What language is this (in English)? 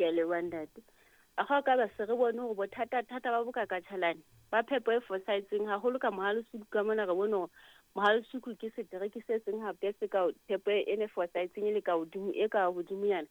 Southern Sotho